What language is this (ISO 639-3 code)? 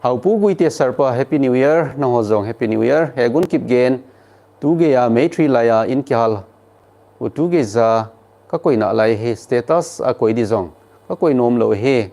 tcz